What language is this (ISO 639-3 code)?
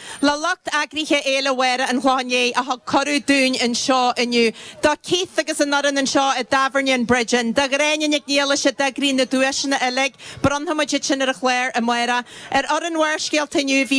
gle